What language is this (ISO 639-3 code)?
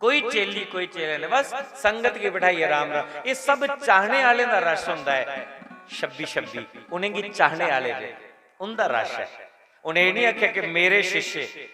doi